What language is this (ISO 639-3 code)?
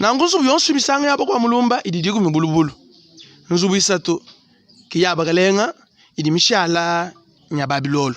lua